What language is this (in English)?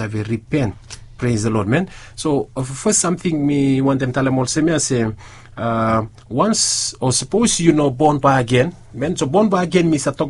Bislama